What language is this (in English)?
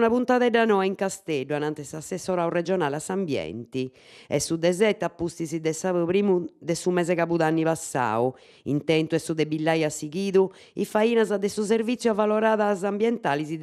Sardinian